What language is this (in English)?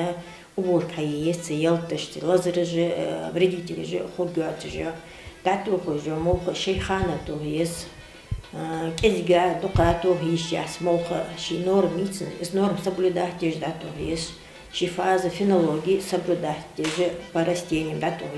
Ingush